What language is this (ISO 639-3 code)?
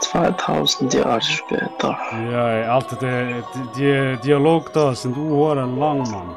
gsw